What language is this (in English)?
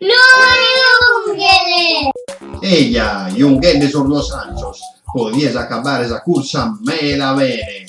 Sardinian